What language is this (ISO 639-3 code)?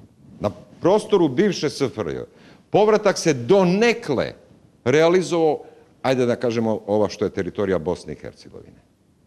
srp